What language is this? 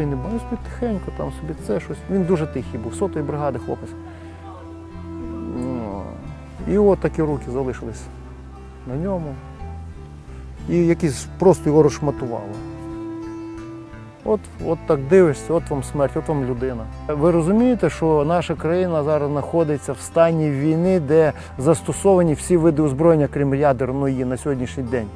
Ukrainian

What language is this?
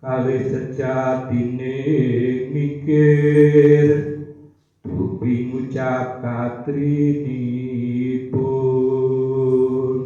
Javanese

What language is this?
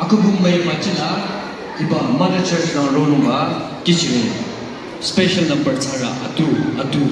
Naga Pidgin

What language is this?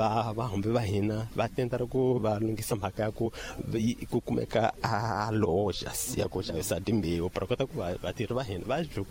Tsonga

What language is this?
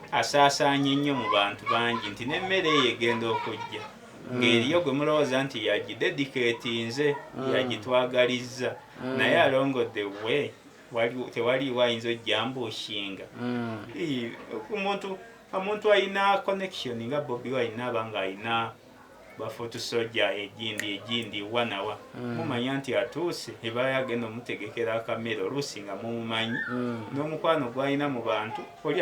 Ganda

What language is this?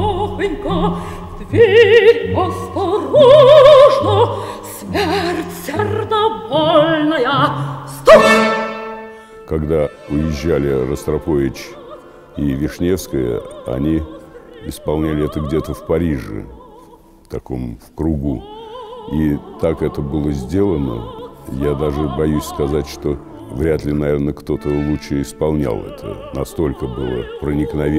Russian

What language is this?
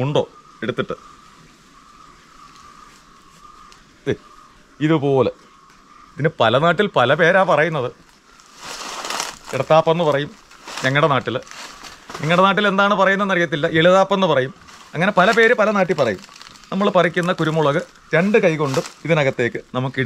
Malayalam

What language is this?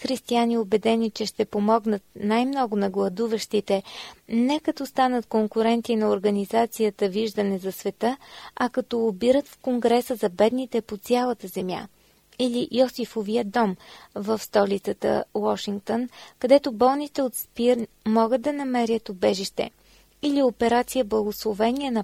Bulgarian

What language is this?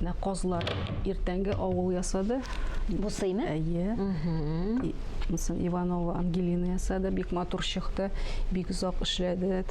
Tatar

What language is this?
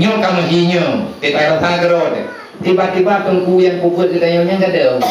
Achinese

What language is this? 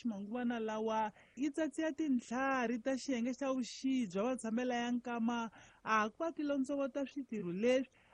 Tsonga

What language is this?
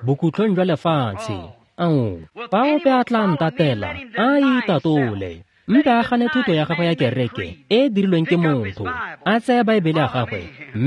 Tswana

